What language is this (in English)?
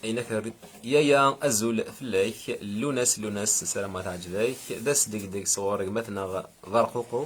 Kabyle